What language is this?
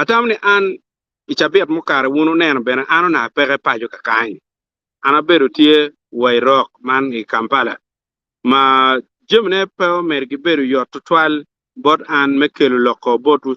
Acoli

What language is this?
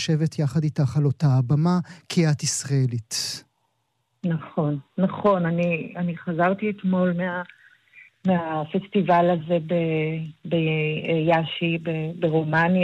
Hebrew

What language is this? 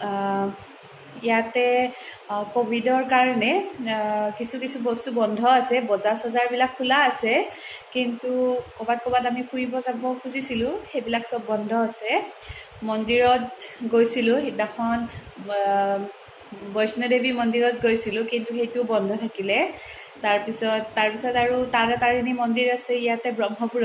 Assamese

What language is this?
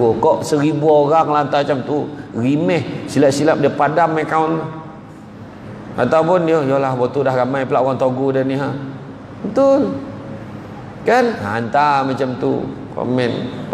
Malay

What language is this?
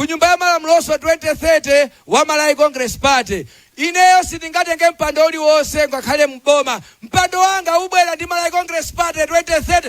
Nyanja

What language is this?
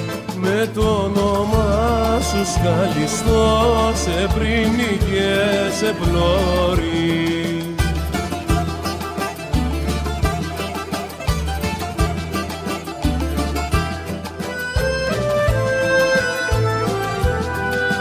Greek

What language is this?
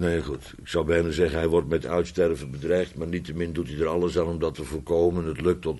Dutch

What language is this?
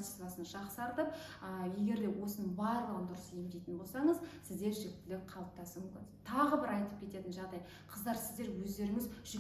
Kazakh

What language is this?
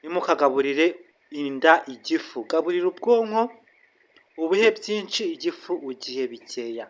Kinyarwanda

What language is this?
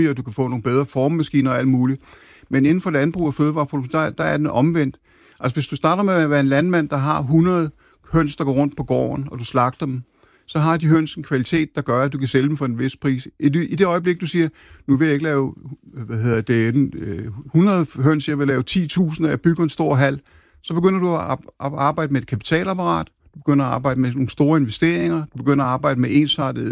Danish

